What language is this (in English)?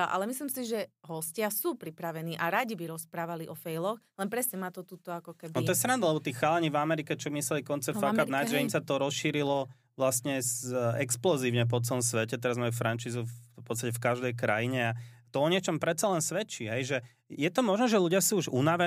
Slovak